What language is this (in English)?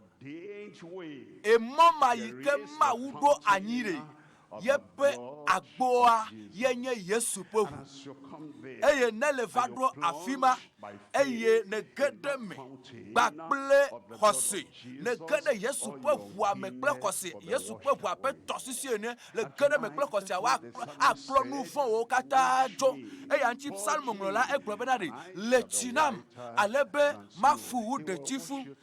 Ewe